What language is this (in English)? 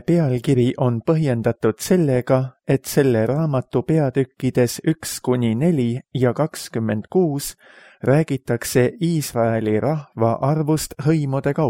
Estonian